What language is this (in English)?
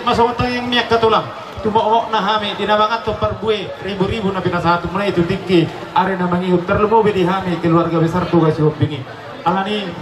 Batak Toba